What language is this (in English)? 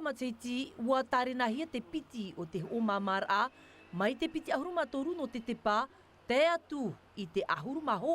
Tahitian